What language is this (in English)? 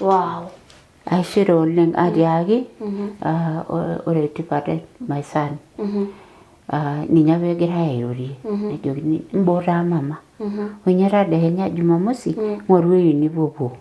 Masai